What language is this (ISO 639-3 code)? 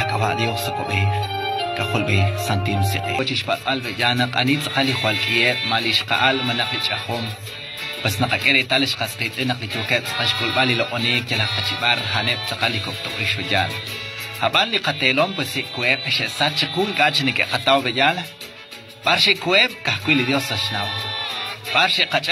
kek